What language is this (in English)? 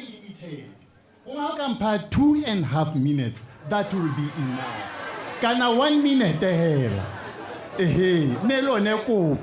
Tswana